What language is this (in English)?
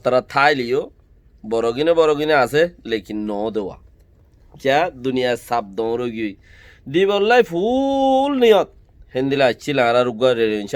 Rohingya